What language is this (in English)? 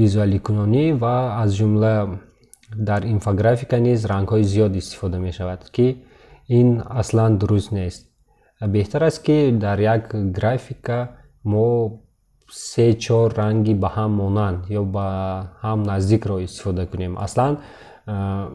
Tajik